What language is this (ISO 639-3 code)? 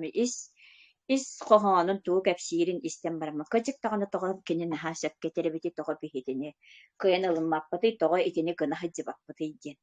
sah